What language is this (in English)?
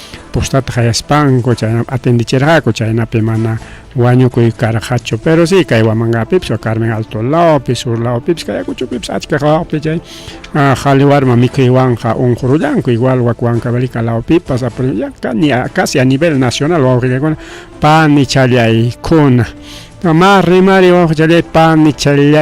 Ayacucho Quechua